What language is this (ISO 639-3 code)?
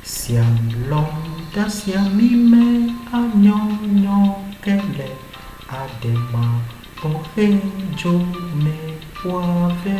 ewe